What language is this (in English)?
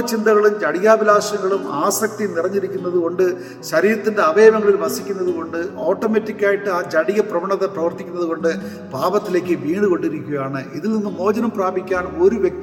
Malayalam